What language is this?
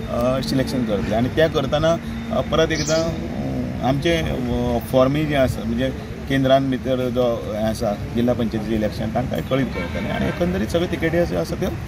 Konkani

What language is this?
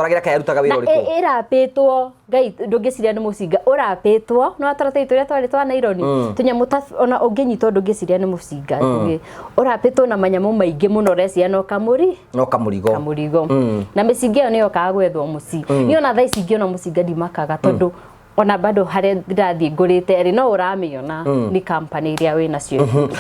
Kikuyu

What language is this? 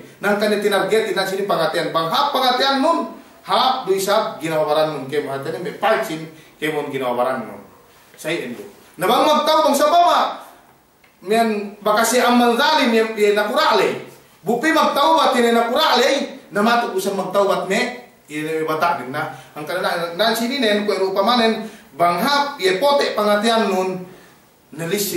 Yakan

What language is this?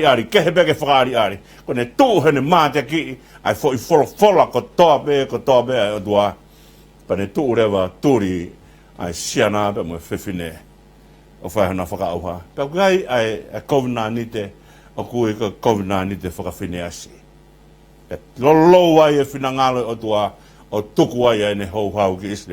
Tongan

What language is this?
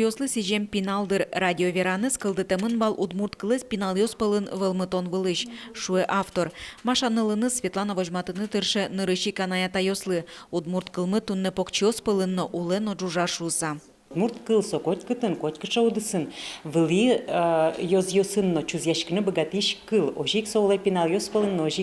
Udmurt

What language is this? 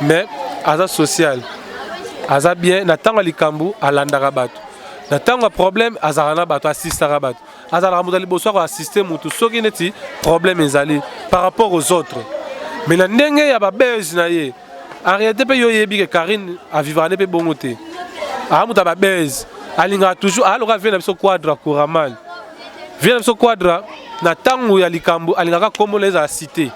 Lingala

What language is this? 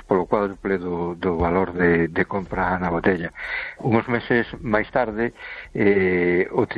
Galician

